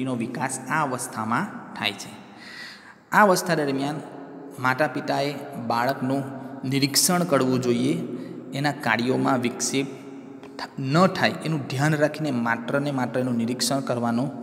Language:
Gujarati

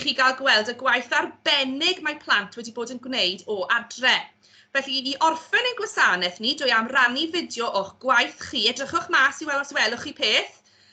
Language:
Welsh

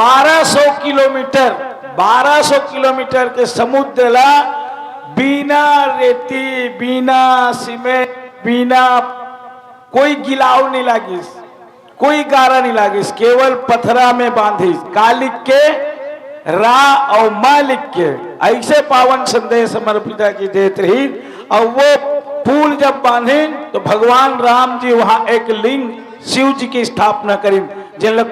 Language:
Chhattisgarhi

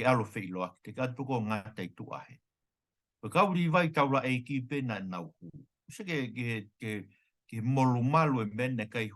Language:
Tongan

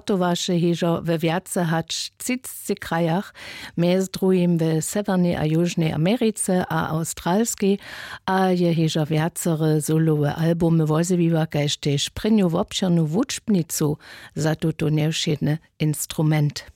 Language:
Upper Sorbian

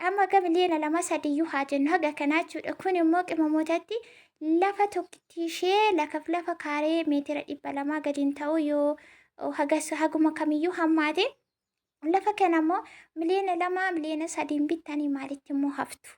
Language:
Oromo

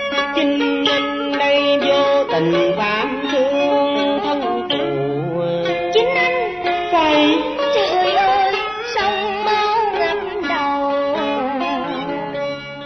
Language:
Vietnamese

